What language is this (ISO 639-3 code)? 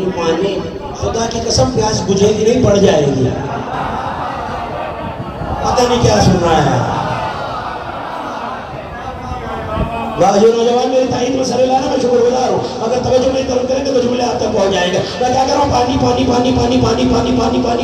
urd